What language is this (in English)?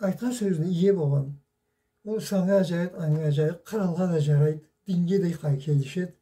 Karachay-Balkar